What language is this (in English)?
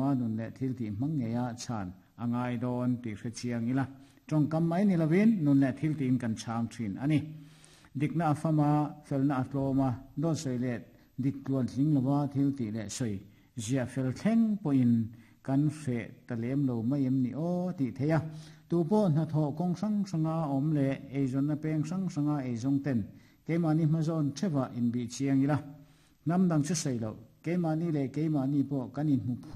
Mizo